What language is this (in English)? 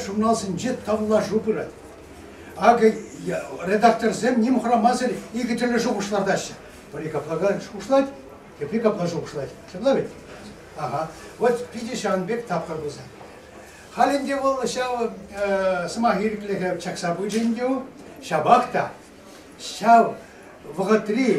Chuvash